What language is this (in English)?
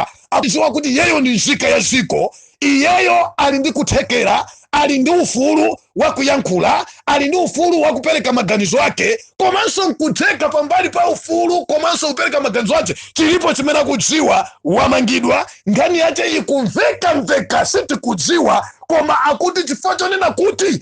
Nyanja